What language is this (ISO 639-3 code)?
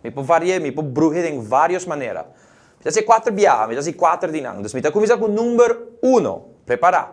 pap